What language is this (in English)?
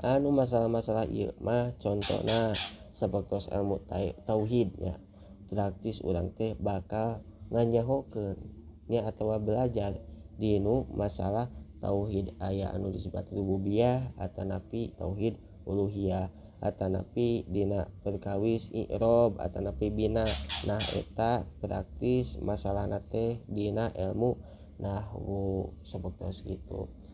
Sundanese